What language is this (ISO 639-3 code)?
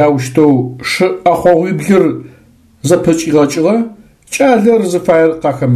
ady